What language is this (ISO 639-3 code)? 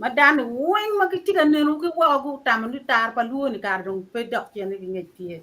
ach